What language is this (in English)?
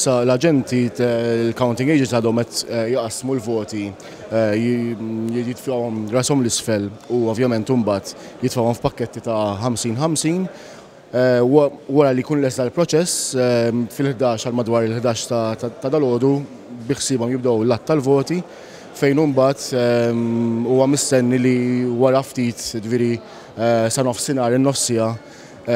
Maltese